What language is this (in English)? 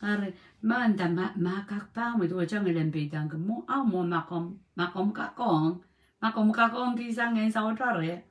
Pohnpeian